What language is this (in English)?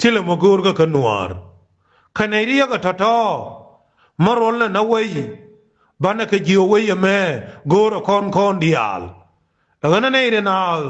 Nuer